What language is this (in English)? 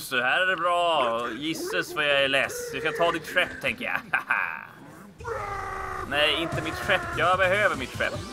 Swedish